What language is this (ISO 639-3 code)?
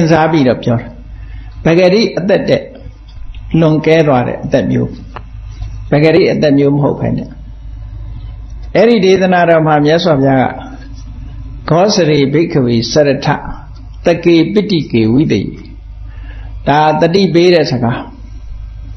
mya